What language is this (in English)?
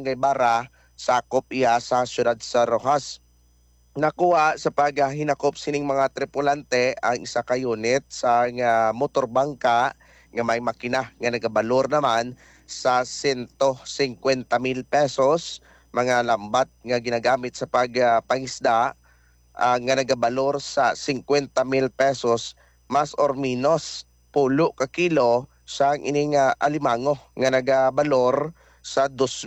Hiligaynon